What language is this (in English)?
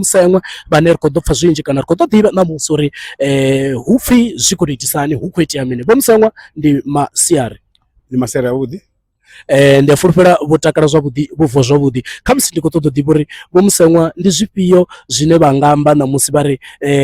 Venda